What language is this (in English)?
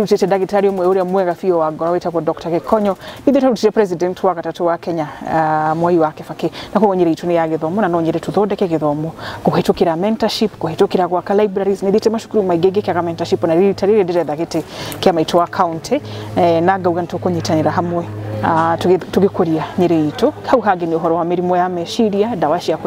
Kikuyu